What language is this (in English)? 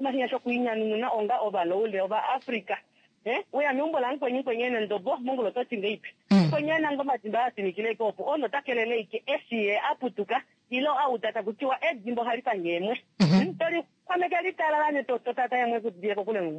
Kuanyama